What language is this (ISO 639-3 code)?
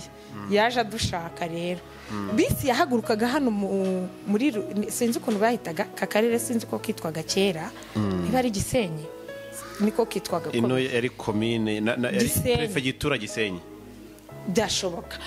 kin